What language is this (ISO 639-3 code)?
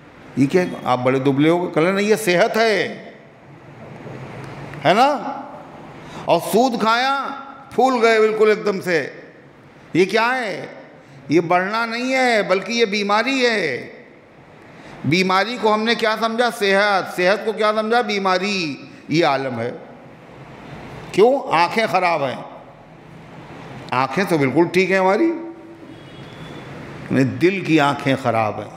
urd